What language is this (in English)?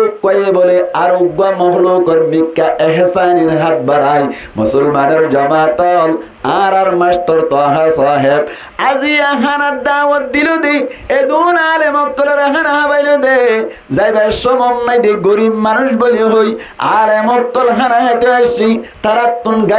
Rohingya